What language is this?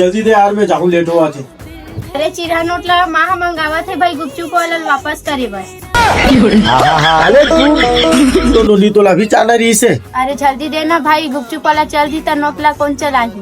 Chhattisgarhi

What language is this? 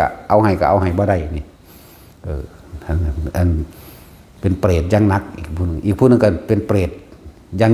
Northeastern Thai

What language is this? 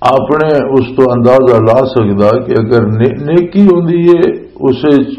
Western Panjabi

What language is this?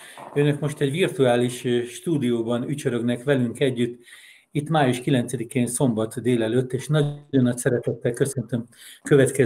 Hungarian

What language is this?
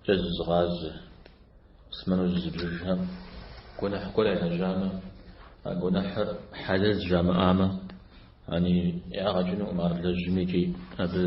Kabardian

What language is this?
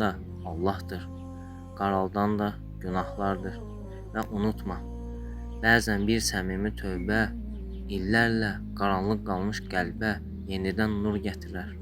Azerbaijani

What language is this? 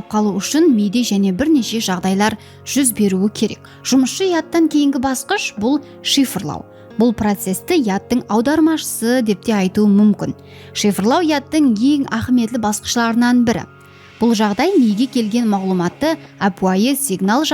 Kara-Kalpak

